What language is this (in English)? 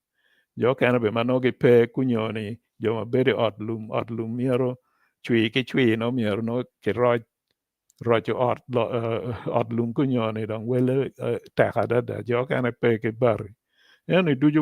Acoli